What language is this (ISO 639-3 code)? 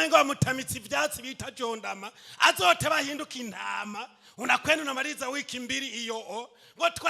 run